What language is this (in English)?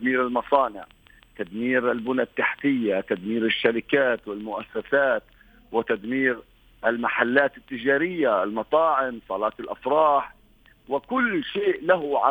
North Levantine Arabic